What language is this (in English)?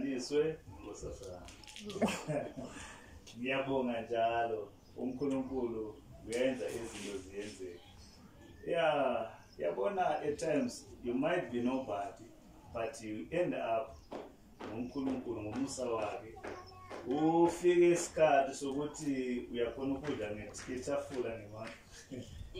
Zulu